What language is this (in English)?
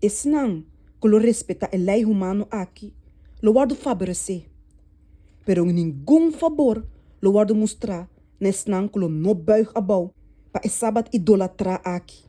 Papiamento